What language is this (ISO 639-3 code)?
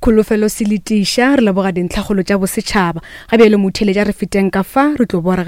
nso